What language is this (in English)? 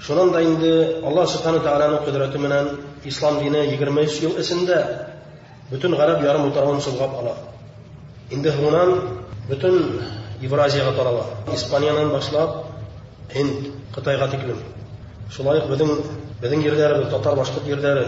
Bashkir